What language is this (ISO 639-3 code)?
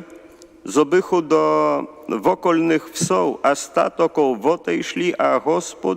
hsb